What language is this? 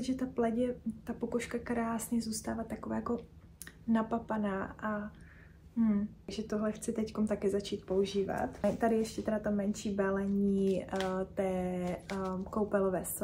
Czech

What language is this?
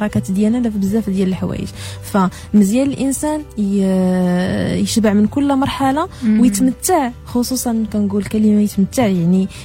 Moroccan Arabic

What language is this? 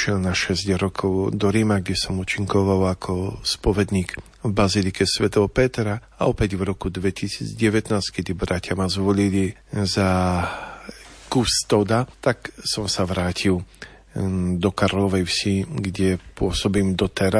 Slovak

